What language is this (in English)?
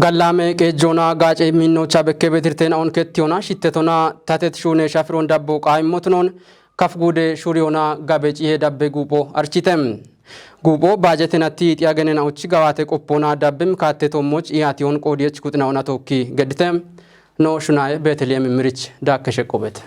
Kafa